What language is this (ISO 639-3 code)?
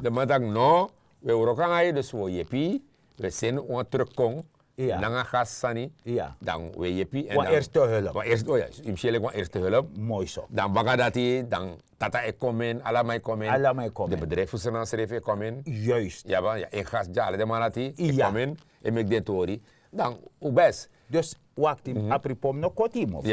srn